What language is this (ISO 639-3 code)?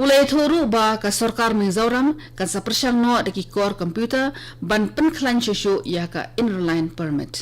kha